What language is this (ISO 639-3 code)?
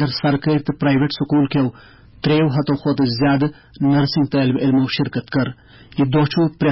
kas